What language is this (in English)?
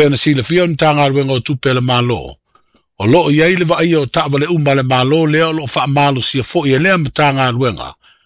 Samoan